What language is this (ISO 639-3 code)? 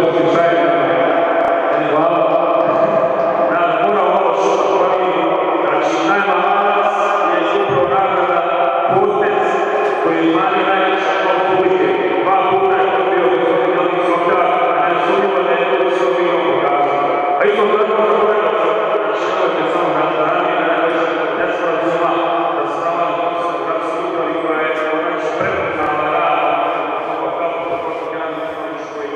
bos